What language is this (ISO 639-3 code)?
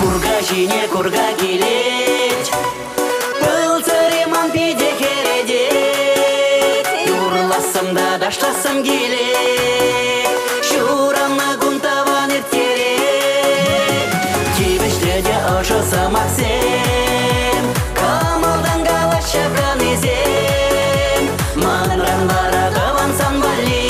chv